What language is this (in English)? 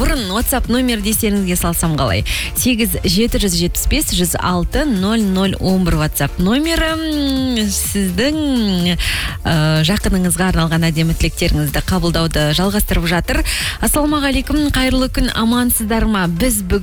Kazakh